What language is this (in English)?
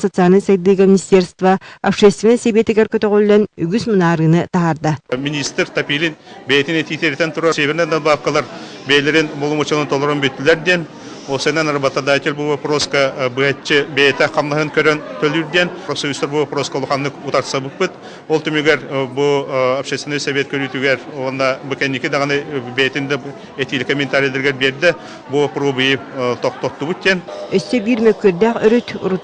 Yakut